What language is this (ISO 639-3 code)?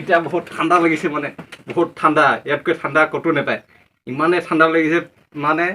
asm